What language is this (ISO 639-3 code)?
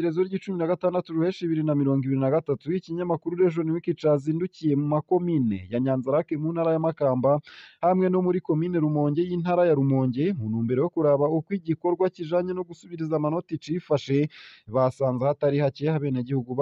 run